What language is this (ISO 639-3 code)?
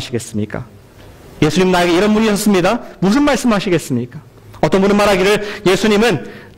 kor